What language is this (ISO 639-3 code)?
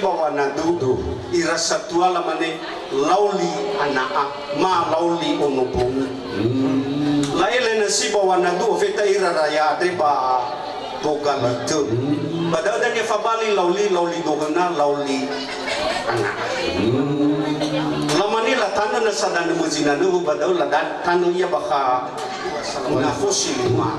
nia